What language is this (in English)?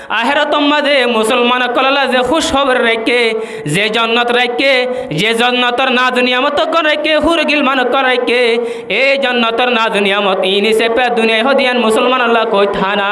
Rohingya